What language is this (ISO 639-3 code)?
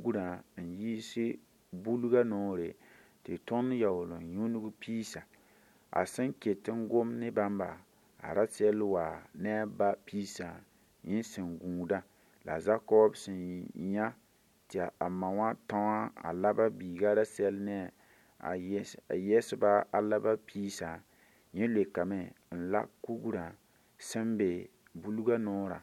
mos